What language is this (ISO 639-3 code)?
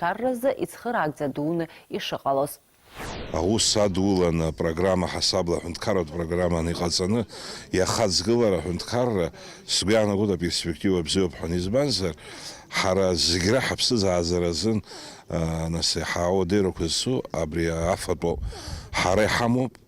abk